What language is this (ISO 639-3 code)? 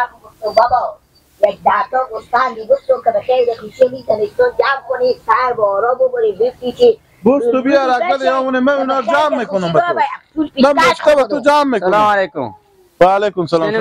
haz